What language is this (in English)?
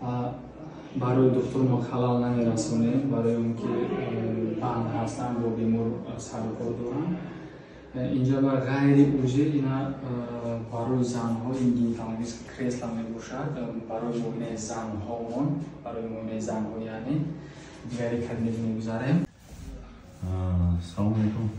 Tajik